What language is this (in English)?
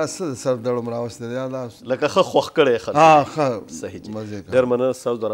Pashto